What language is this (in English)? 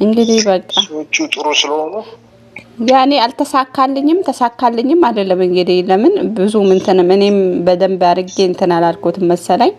Amharic